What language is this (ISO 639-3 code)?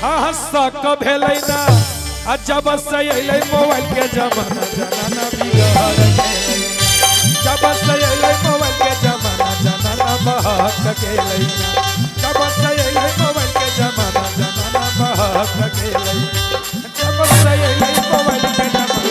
mag